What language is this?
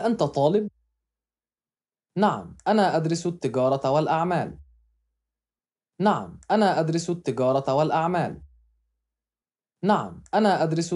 Arabic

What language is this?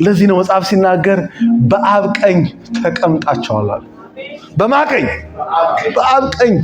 Amharic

